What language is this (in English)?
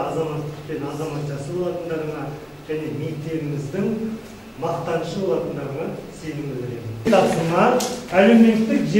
Kazakh